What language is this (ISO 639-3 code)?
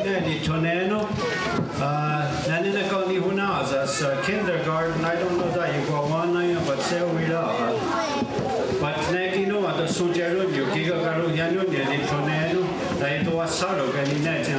moh